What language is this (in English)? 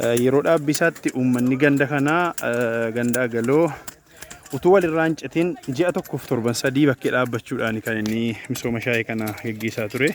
Oromo